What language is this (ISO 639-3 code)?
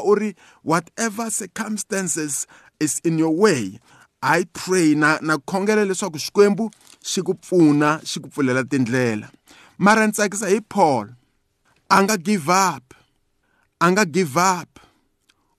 tso